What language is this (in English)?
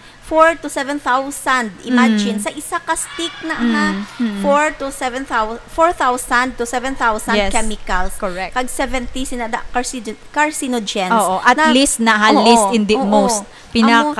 Hiligaynon